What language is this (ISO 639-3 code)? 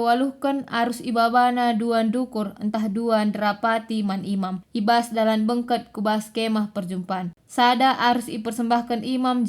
btx